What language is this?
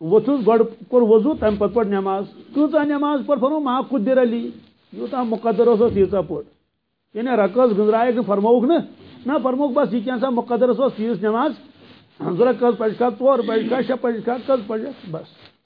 Kashmiri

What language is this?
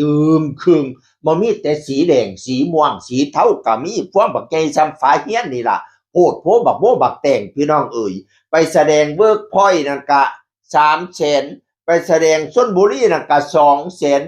Northeastern Thai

